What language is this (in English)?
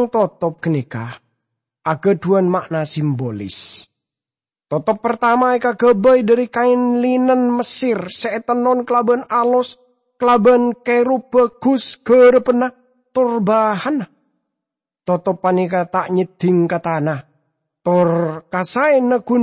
Madurese